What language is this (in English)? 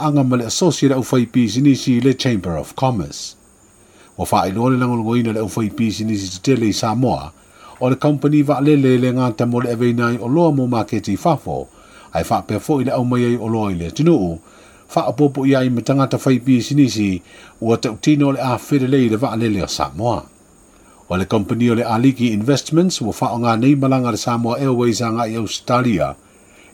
Samoan